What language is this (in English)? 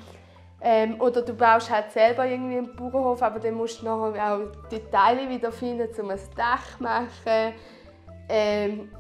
Swiss German